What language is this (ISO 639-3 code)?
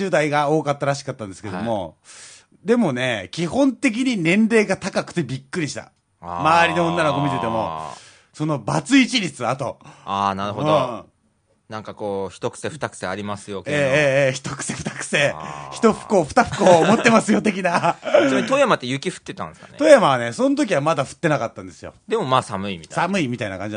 jpn